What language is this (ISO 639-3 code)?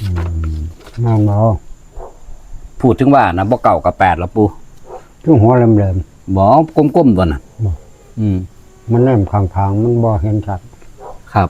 tts